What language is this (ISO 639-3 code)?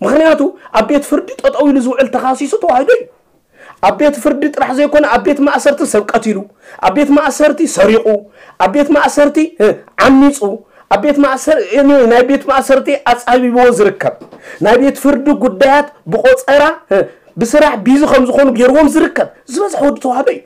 tir